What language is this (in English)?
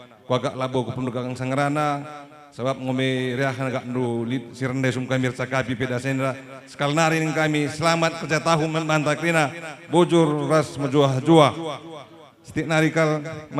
Batak Karo